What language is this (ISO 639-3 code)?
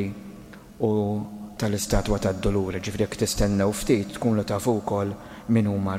mlt